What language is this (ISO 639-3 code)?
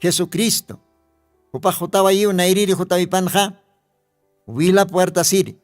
aym